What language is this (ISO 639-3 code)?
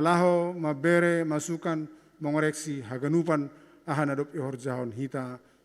bts